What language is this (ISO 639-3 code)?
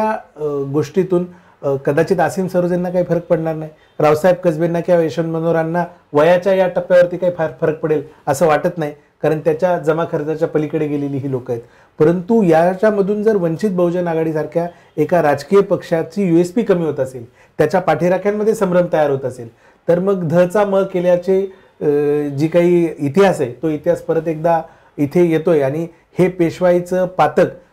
mar